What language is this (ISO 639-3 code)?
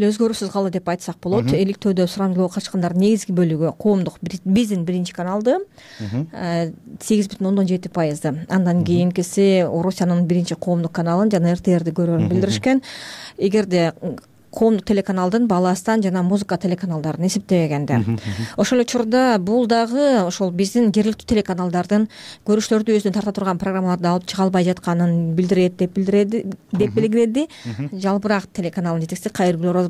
kir